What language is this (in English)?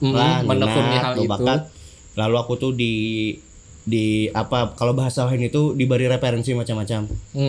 Banjar